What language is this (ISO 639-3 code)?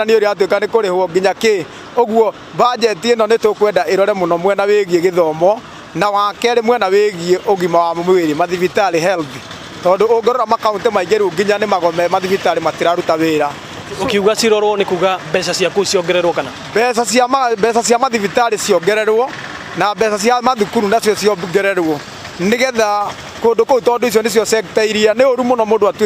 kik